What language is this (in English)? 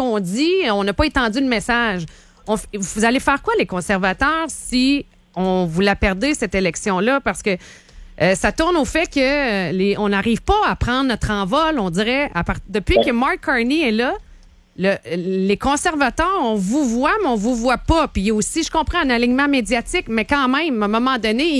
French